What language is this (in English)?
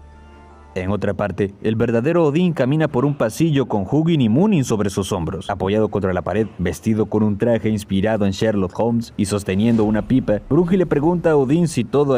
Spanish